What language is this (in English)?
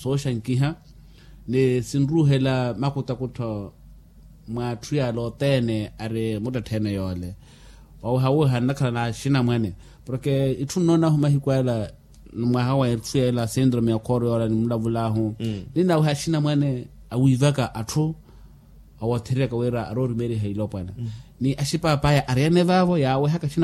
Makhuwa